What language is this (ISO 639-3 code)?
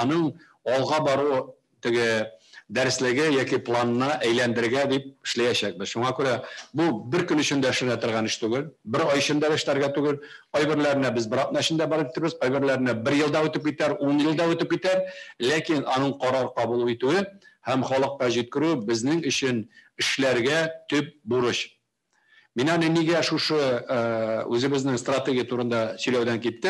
tat